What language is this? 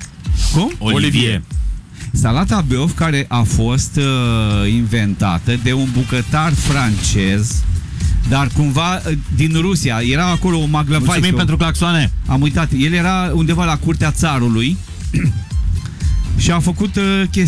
Romanian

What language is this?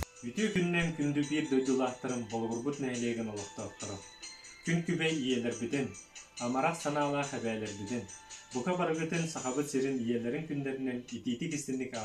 Yakut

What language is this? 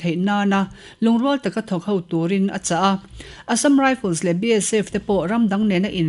Mizo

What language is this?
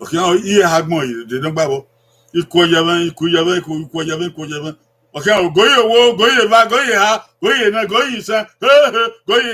Bini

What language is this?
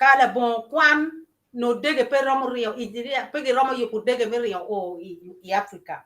Acoli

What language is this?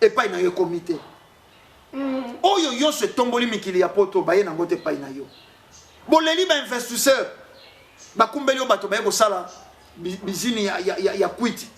Lingala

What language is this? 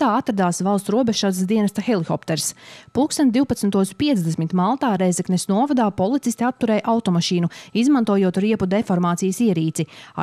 Latvian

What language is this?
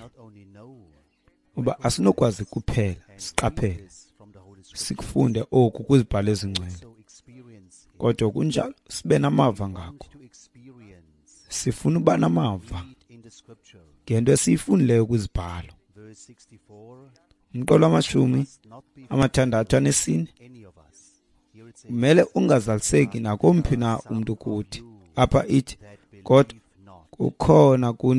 Xhosa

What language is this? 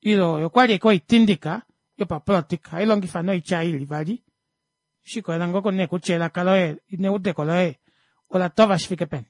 Kuanyama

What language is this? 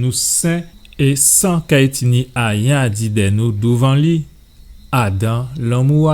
Guadeloupean Creole French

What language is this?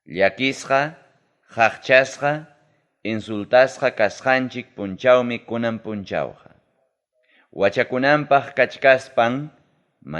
Ayacucho Quechua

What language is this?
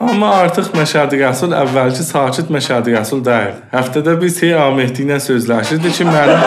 South Azerbaijani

